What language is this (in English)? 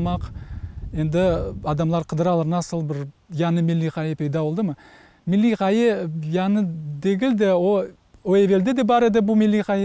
Crimean Tatar